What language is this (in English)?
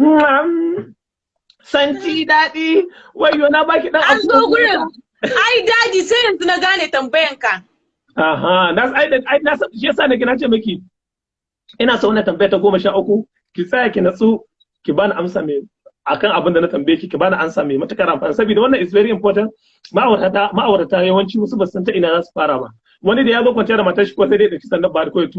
Hausa